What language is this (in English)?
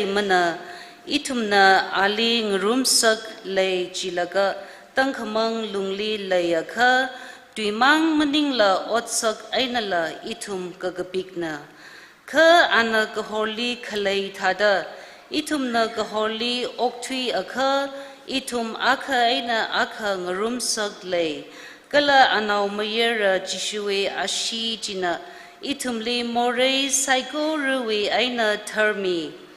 Tangkhul Naga (India)